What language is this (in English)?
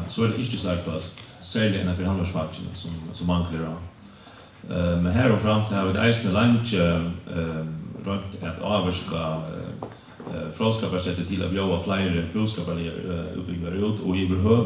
Faroese